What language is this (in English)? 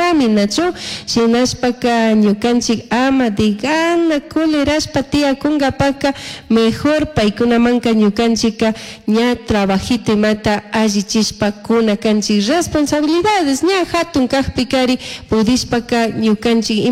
Chimborazo Highland Quichua